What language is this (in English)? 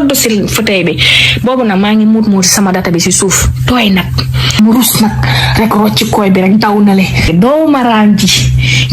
Wolof